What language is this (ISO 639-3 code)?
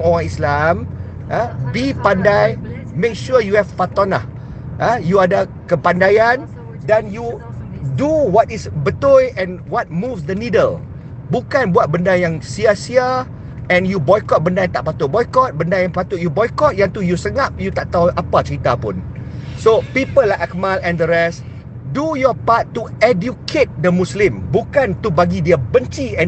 msa